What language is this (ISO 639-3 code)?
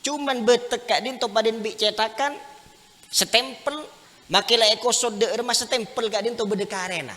mad